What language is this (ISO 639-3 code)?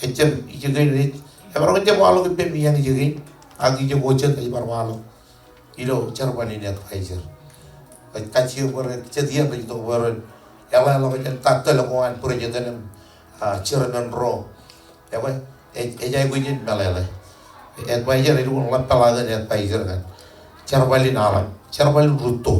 mah